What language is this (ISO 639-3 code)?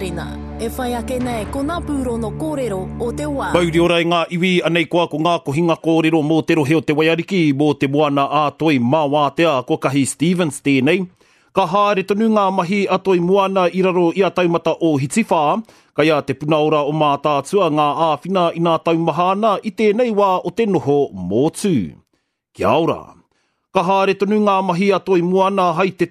mri